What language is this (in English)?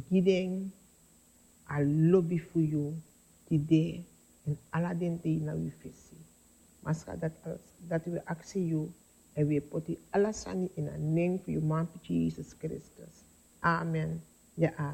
Sranan Tongo